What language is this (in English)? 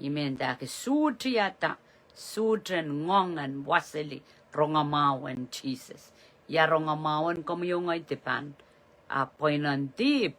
Pohnpeian